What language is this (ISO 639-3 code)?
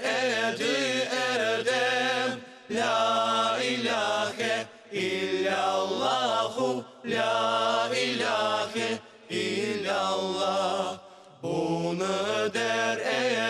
crh